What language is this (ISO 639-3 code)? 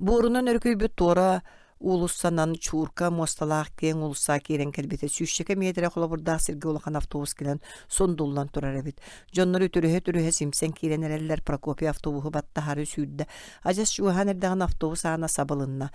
sah